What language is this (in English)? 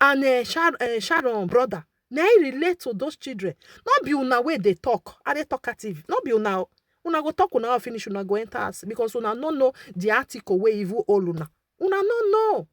Nigerian Pidgin